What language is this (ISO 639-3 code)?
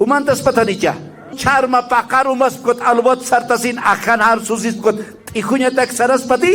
aym